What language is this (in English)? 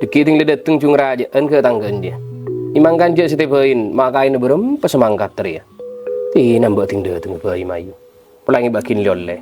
Madurese